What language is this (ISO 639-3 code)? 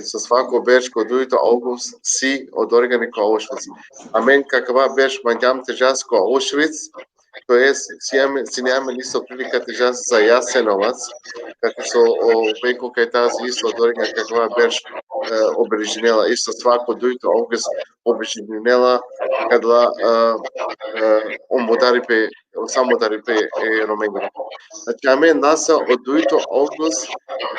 rmn